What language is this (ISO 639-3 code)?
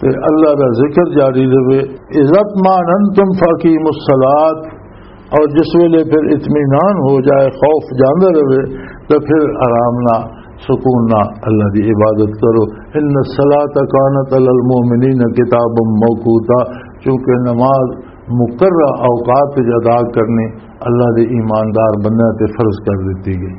lah